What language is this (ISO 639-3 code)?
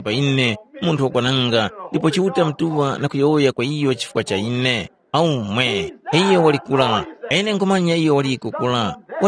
tum